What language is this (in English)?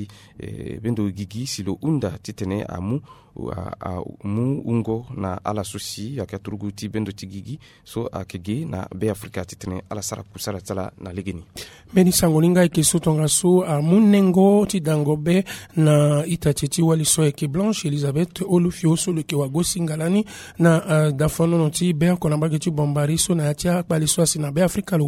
Sango